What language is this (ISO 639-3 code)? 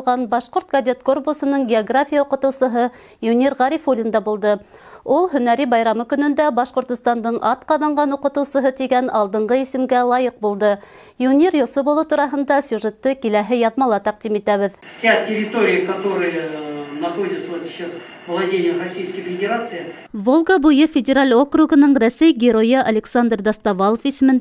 bak